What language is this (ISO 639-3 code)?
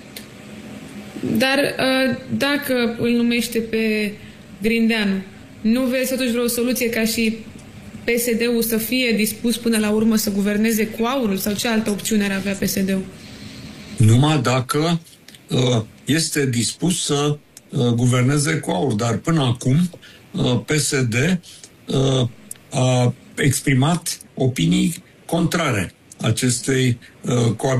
ron